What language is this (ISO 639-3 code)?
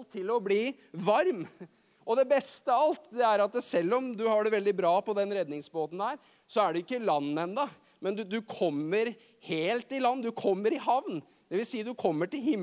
nor